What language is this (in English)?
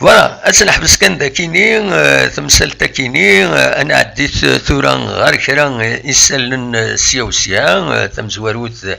Kabyle